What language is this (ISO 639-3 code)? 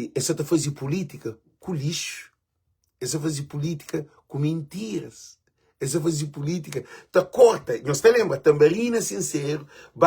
kea